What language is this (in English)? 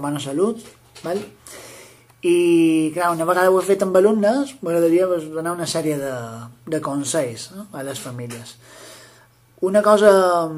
Catalan